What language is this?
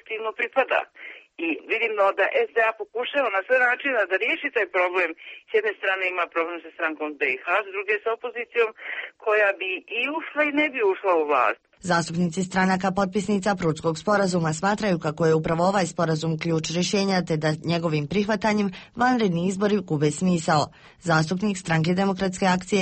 Bosnian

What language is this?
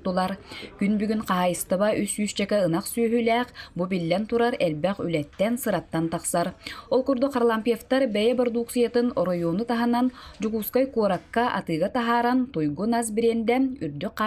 Yakut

